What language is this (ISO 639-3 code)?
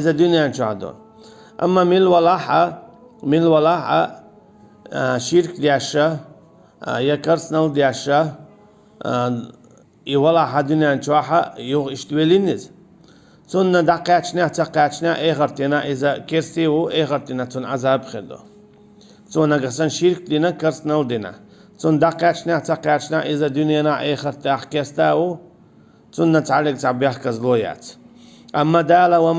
che